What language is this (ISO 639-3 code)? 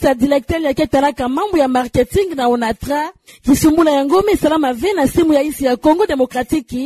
ktu